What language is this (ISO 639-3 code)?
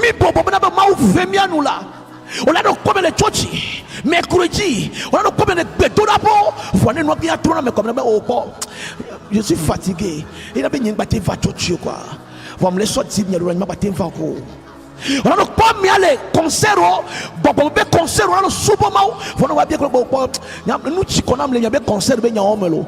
ewe